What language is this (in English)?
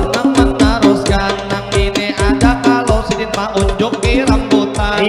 Banjar